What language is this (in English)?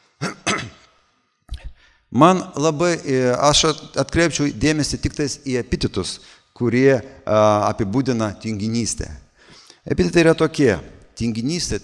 Lithuanian